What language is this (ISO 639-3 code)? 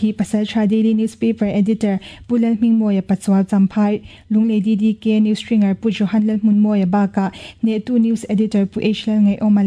lus